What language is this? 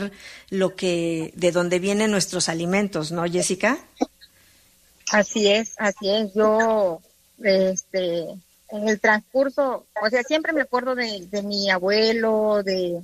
Spanish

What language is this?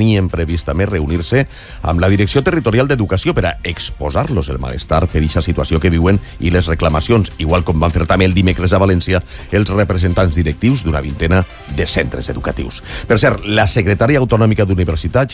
Catalan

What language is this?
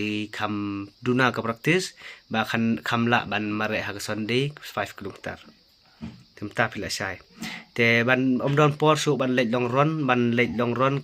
Khasi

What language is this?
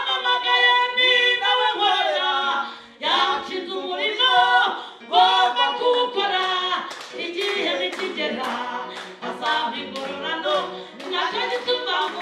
Kinyarwanda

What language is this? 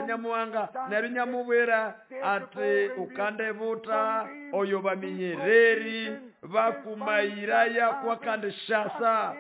Nande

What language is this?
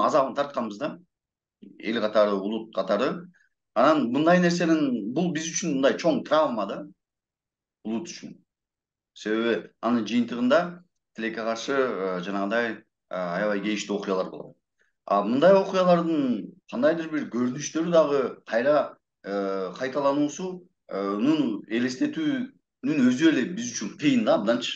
Kyrgyz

